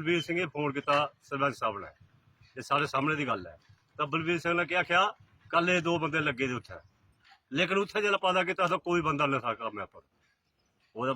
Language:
Dogri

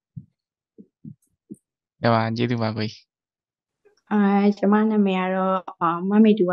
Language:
Burmese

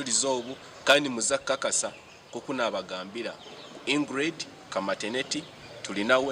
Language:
Nyankole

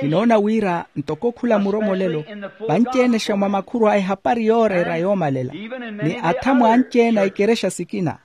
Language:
Makhuwa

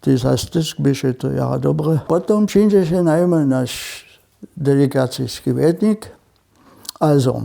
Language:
Upper Sorbian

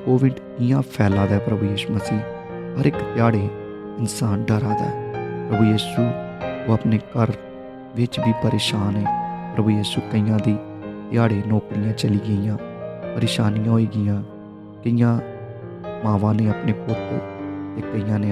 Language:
Dogri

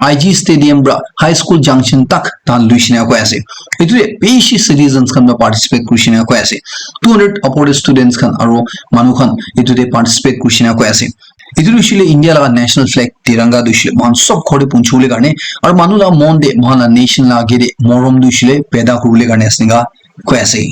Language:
Naga Pidgin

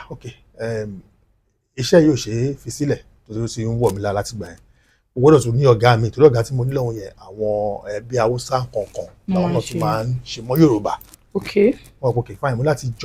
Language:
Yoruba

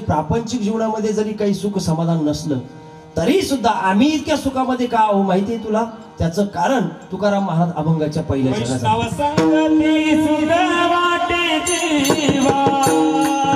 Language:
Marathi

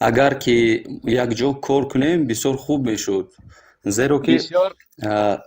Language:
Tajik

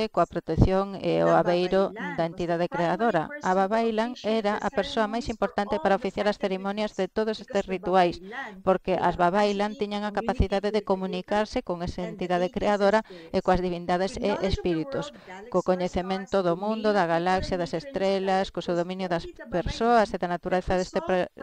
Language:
Galician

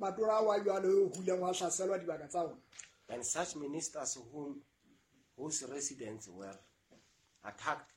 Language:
Southern Sotho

